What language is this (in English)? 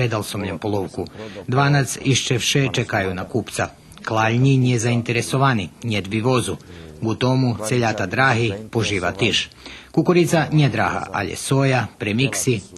Rusyn